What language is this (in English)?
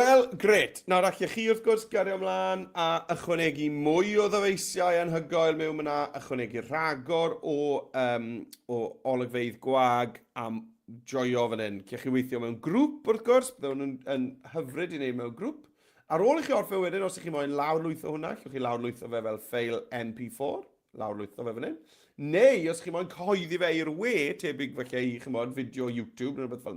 Welsh